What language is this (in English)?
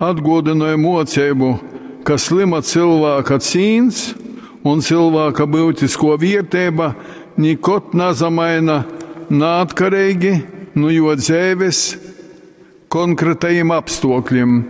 Latgalian